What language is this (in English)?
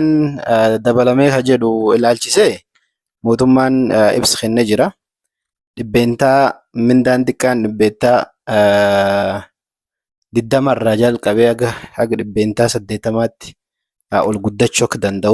Oromo